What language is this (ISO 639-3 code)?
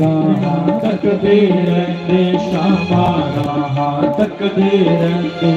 doi